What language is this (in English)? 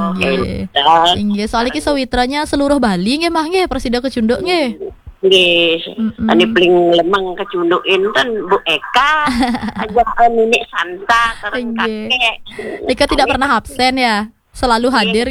Balinese